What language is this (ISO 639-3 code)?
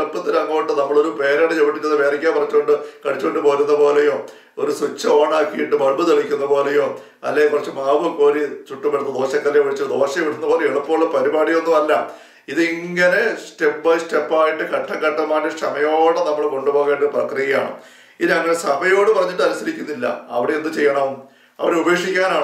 mal